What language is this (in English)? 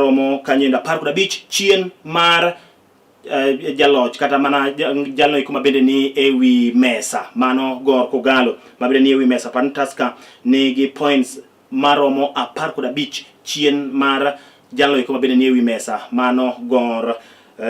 Luo (Kenya and Tanzania)